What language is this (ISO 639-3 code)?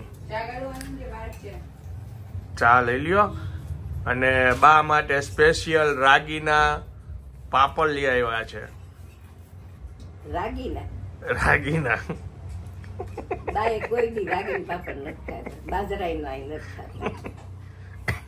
guj